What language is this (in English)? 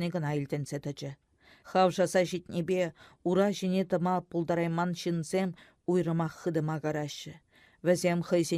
Chuvash